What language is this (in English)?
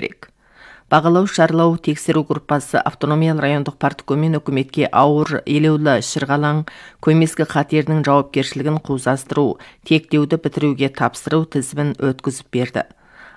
Kazakh